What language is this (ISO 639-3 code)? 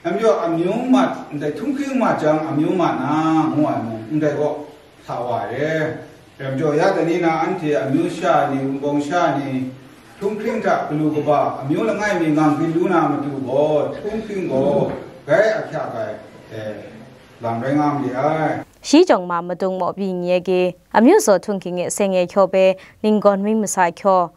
kac